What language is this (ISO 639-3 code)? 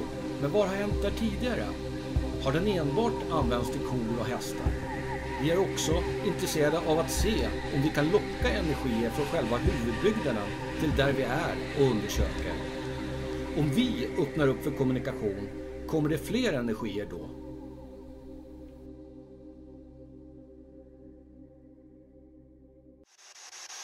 swe